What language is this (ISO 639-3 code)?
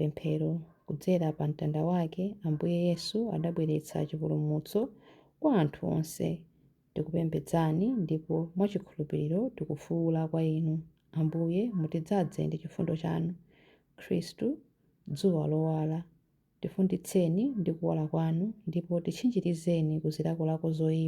nya